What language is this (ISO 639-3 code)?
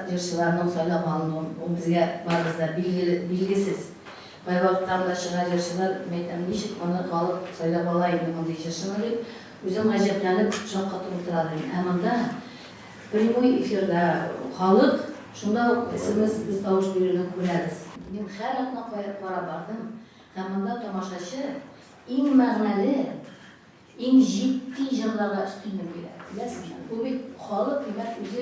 tat